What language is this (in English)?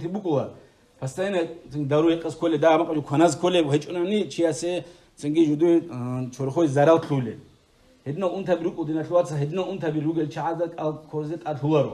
Avaric